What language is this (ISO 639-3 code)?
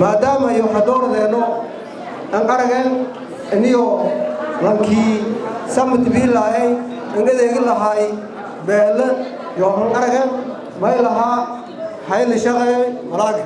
som